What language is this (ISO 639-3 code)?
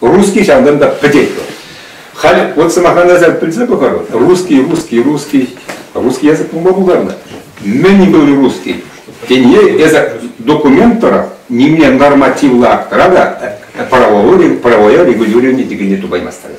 chv